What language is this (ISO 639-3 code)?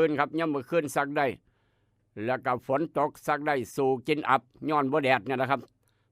tts